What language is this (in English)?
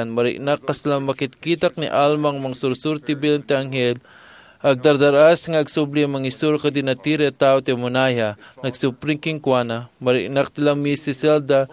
Iloko